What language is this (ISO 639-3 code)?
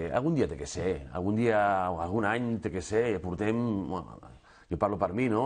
cat